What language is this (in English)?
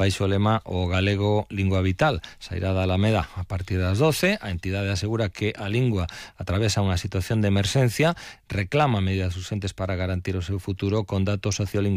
Galician